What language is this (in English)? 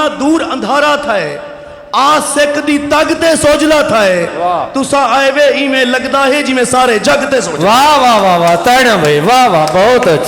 Saraiki